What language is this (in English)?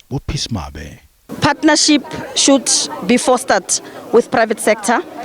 Venda